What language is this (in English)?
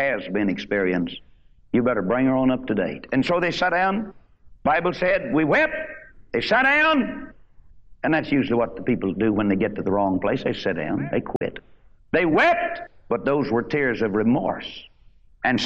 English